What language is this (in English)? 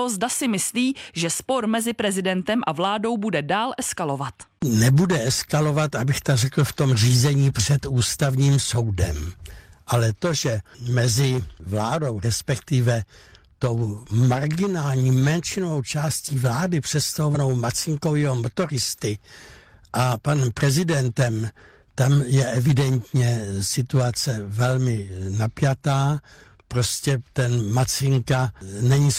Czech